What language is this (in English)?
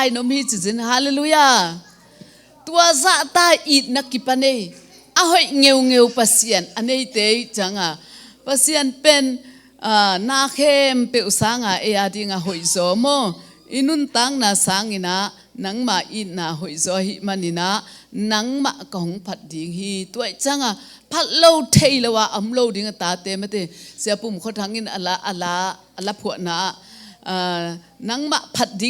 Tedim Chin